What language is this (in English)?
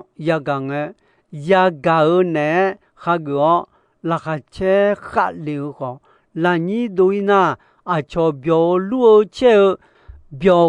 Akha